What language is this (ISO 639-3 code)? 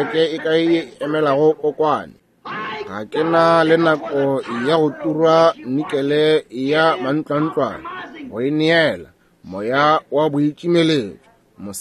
nso